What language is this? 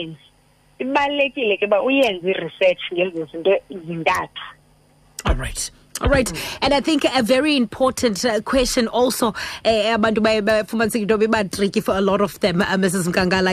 Xhosa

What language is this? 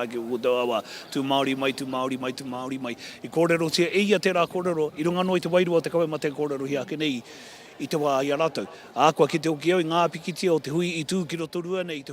Māori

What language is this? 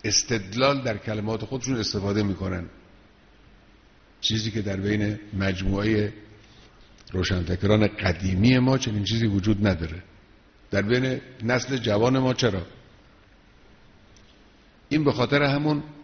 Persian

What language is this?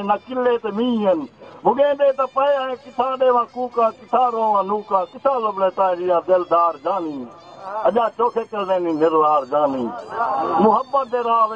Saraiki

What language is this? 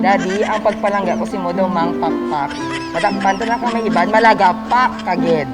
Hiligaynon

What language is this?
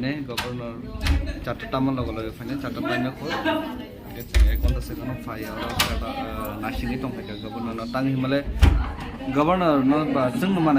Kok Borok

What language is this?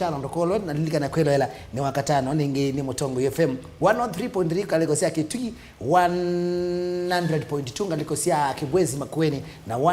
Kamba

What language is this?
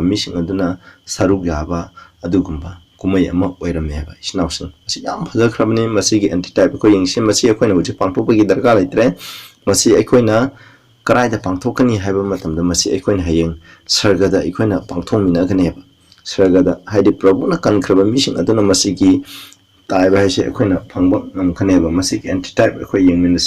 Manipuri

